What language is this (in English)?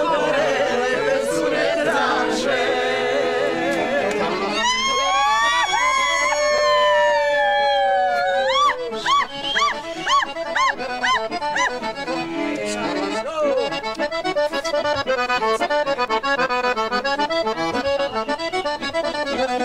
Serbian